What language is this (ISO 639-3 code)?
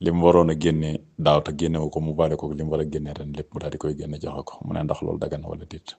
wol